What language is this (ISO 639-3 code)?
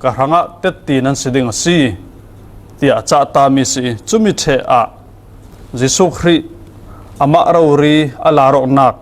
cfm